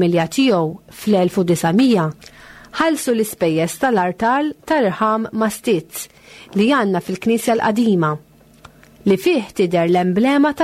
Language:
Maltese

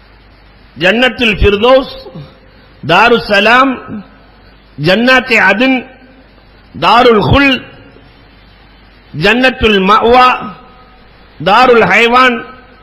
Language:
Tamil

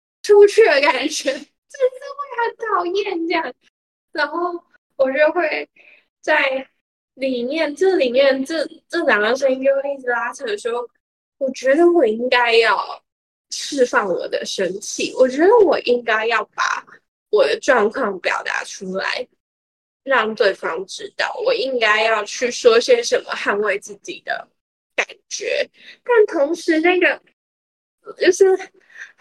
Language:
Chinese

